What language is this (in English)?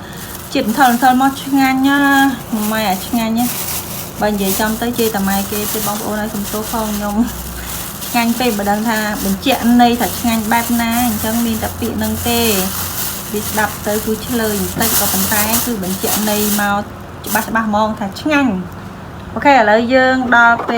Khmer